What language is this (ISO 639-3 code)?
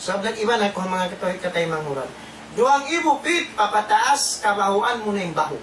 tsg